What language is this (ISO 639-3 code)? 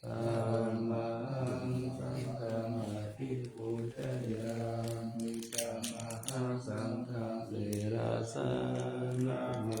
pli